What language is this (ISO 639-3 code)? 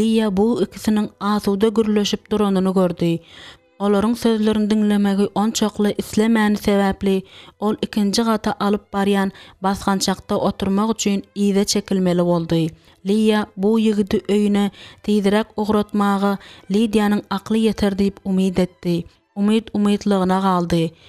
tuk